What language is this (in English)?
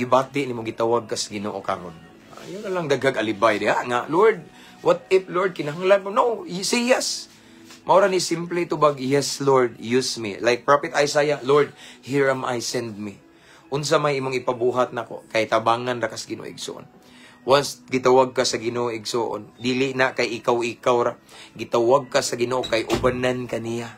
Cebuano